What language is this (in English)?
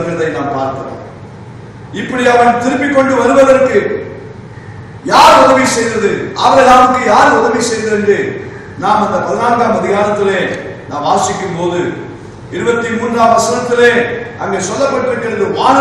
Tamil